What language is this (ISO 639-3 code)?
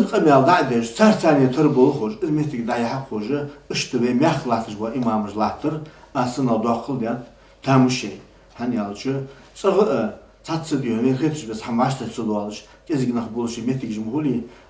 inh